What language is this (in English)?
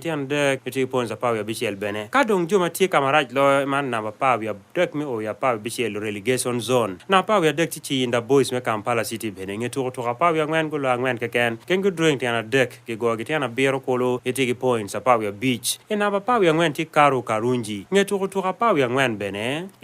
Acoli